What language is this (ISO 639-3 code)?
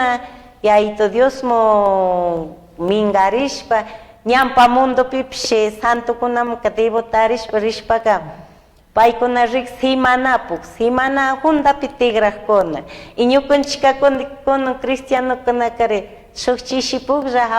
qug